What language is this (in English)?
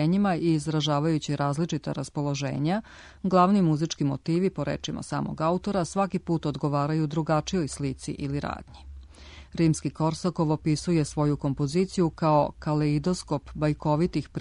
Serbian